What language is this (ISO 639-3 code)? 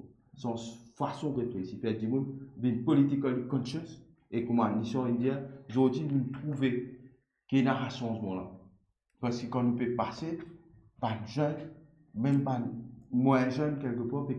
mfe